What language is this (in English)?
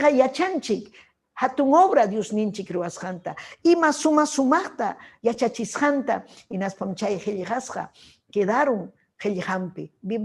Ayacucho Quechua